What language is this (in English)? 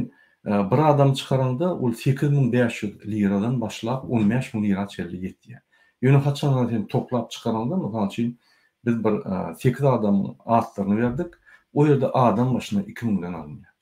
Turkmen